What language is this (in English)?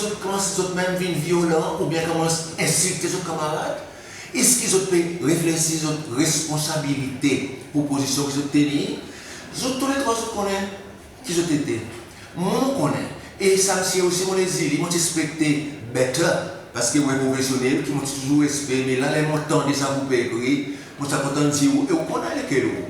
Seselwa Creole French